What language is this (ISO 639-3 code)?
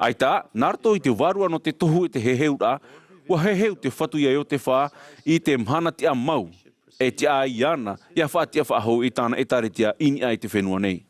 tah